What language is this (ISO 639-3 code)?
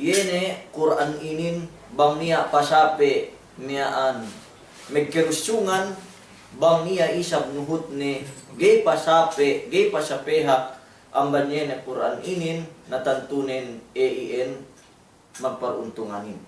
yka